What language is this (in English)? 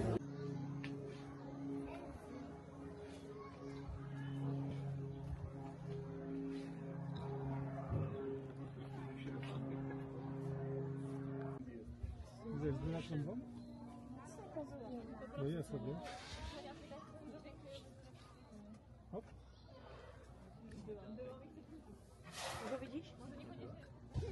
Czech